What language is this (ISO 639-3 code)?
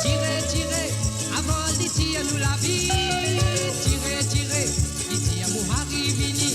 mfe